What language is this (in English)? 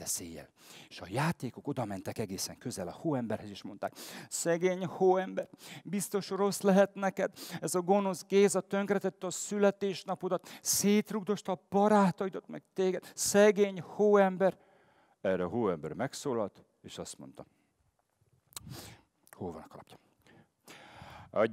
Hungarian